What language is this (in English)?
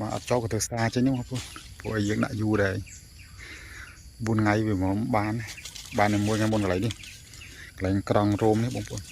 Khmer